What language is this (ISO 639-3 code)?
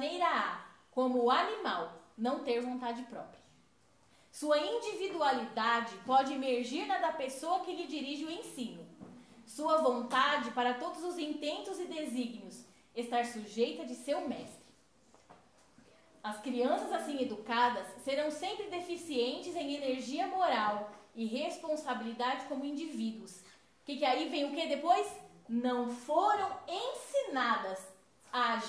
por